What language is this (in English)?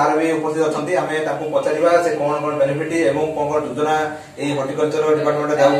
Odia